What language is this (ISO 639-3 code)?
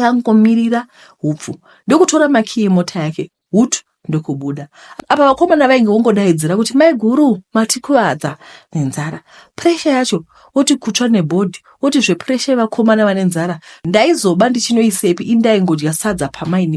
sna